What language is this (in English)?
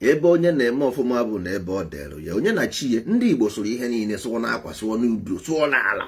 Igbo